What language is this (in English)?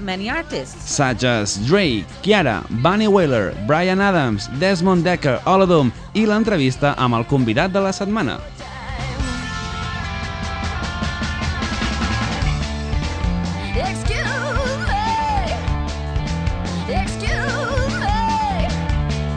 Catalan